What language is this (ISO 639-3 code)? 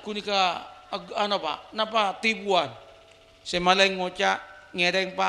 mad